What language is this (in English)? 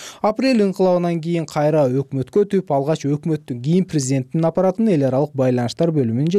Kyrgyz